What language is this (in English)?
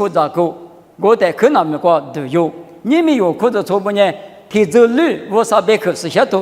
Lisu